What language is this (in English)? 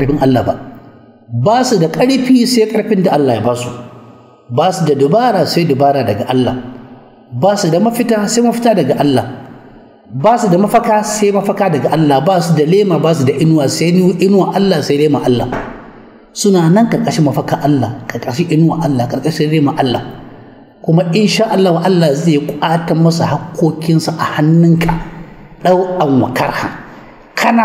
Hausa